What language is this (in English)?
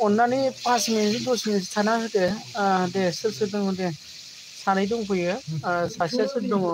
Bodo